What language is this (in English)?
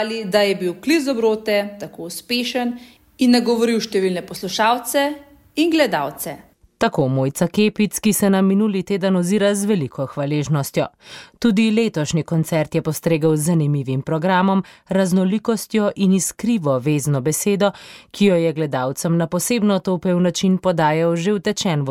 Slovenian